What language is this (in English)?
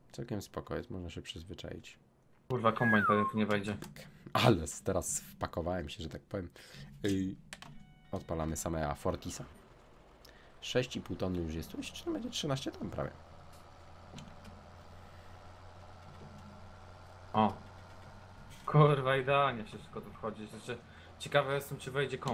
Polish